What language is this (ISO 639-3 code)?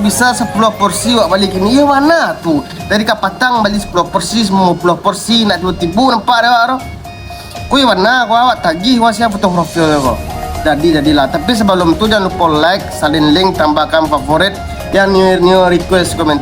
min